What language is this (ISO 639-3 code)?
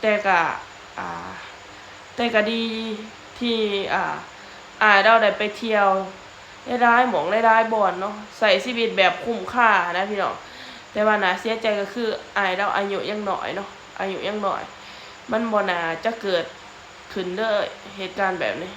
lao